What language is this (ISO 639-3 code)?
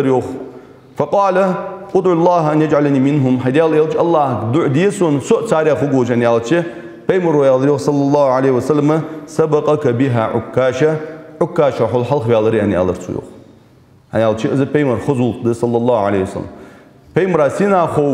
inh